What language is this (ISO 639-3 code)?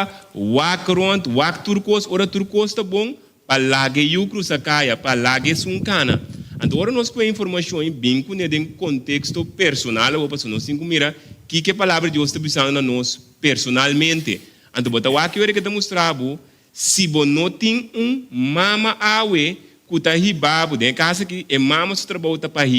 pap